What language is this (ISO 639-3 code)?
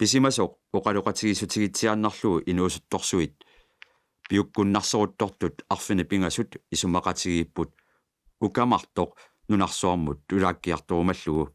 kal